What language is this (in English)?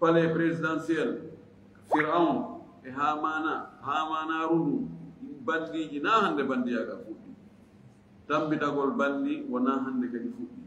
Fula